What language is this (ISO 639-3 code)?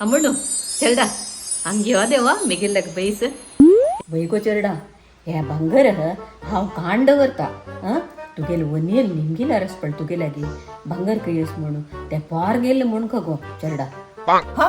kok